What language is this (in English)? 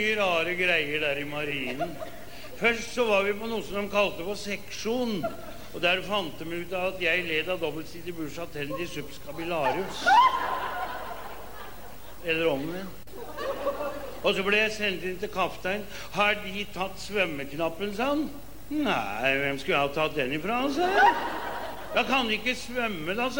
Swedish